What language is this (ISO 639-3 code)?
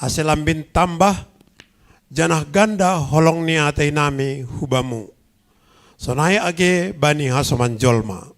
bts